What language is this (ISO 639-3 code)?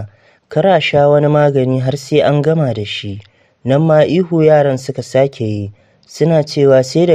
hau